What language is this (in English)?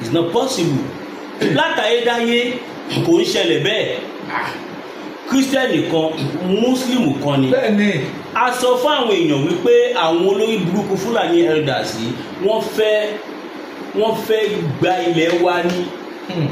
Yoruba